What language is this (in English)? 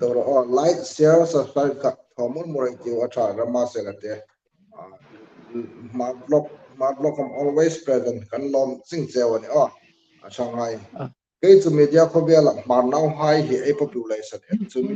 Hmar